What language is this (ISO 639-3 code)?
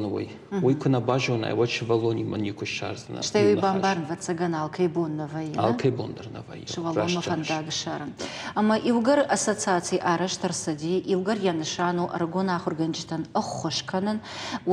oss